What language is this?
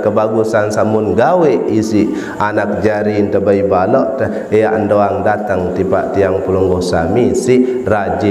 Sasak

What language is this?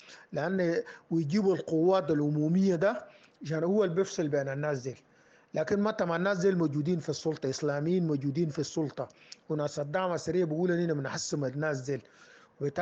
Sudanese Arabic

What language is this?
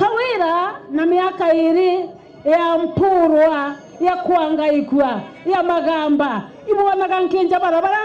Meru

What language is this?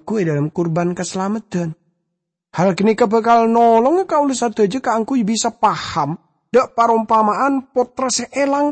Madurese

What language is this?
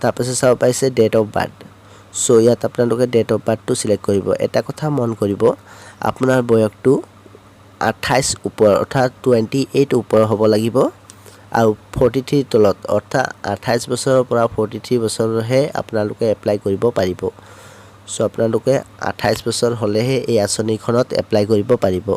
Assamese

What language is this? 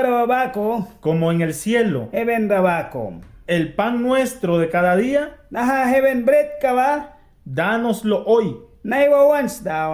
Mískito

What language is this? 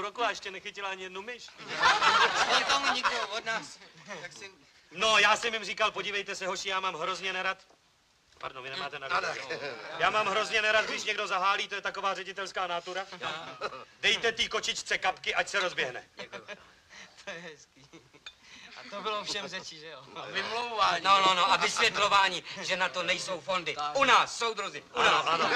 Czech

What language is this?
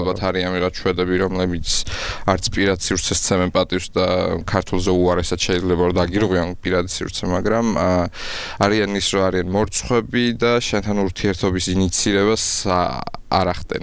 Georgian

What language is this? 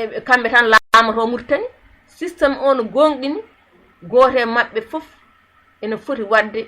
Fula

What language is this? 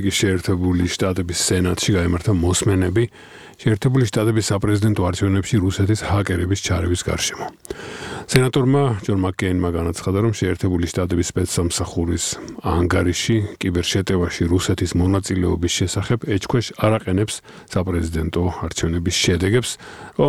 Georgian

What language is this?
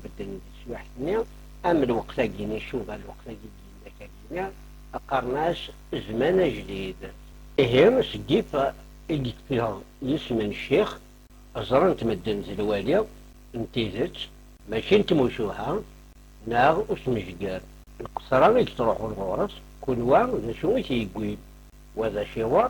Kabyle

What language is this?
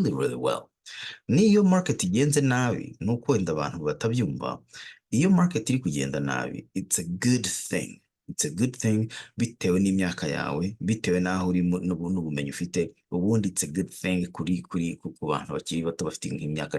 Kinyarwanda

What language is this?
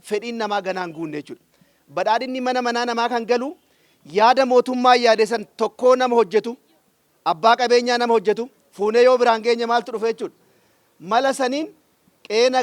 Oromo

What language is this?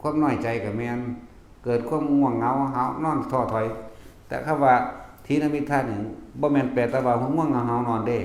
Northeastern Thai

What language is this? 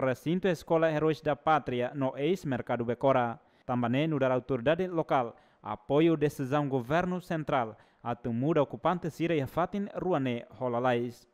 Tetum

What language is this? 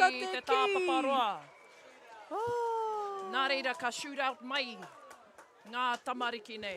Māori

